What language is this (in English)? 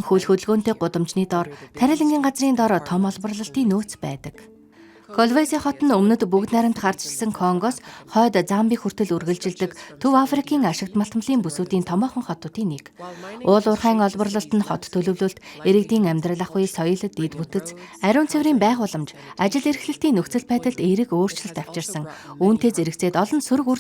Mongolian